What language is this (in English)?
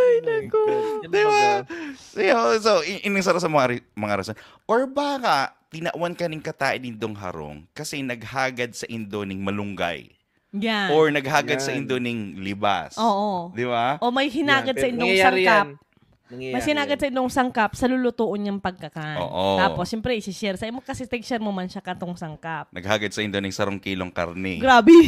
Bikol